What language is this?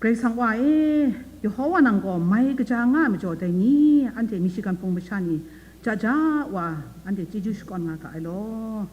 Kachin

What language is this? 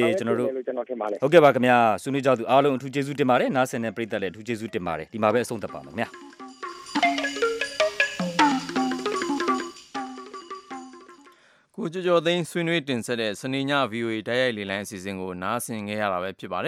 Burmese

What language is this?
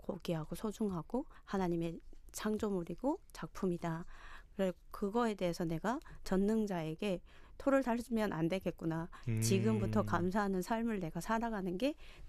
Korean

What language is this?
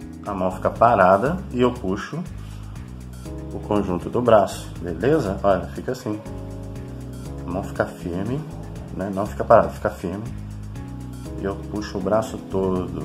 Portuguese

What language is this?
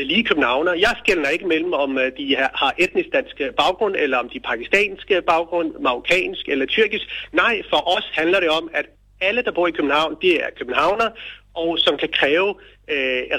Danish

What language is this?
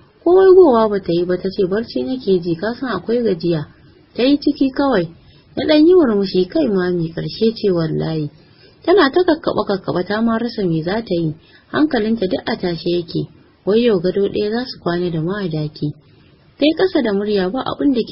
Hausa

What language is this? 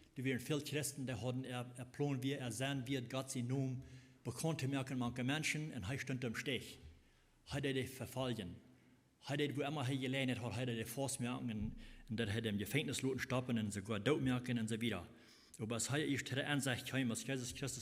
Plautdietsch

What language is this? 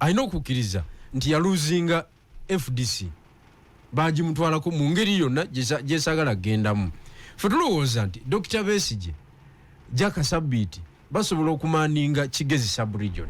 Ganda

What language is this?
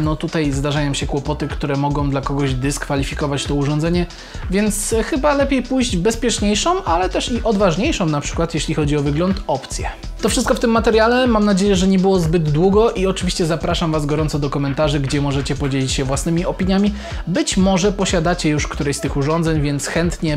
Polish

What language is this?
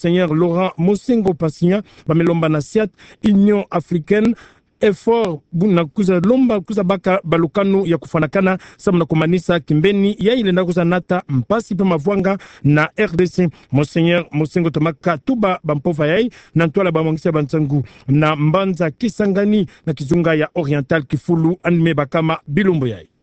Kituba (Democratic Republic of Congo)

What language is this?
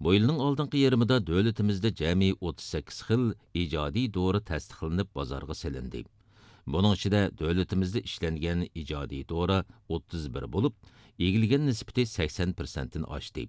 Uyghur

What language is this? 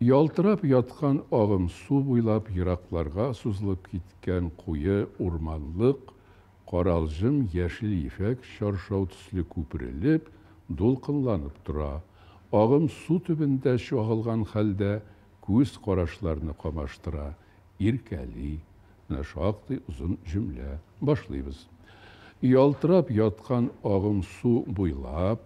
Tatar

